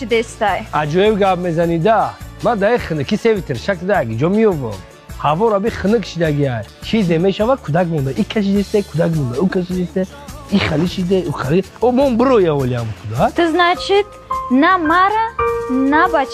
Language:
Tajik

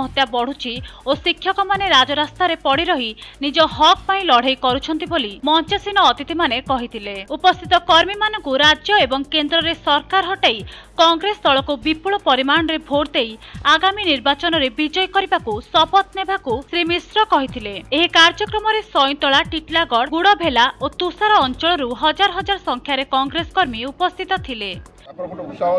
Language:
Odia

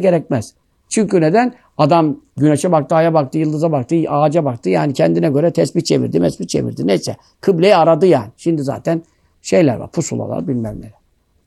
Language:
Turkish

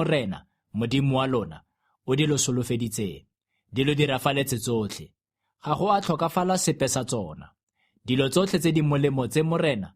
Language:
Tswana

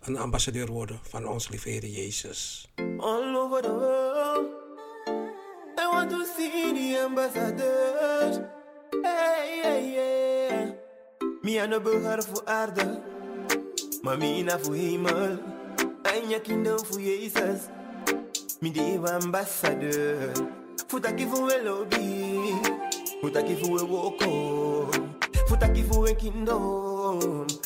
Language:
Dutch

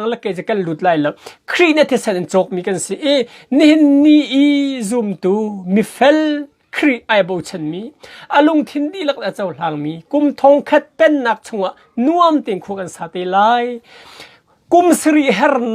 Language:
Hakha Chin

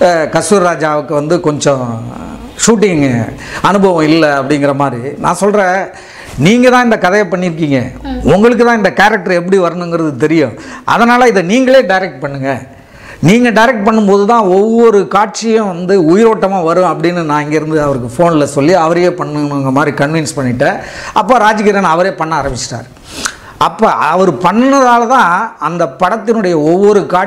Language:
Tamil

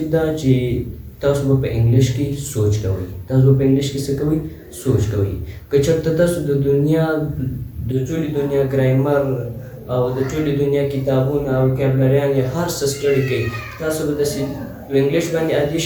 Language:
Pashto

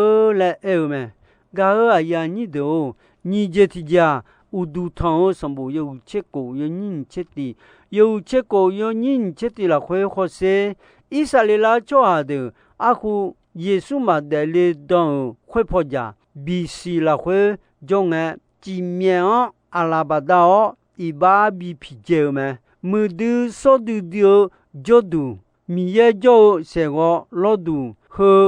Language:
Akha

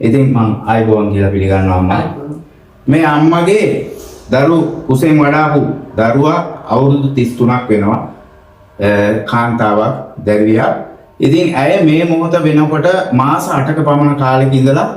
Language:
Sinhala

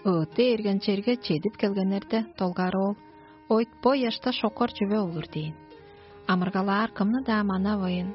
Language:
Tuvinian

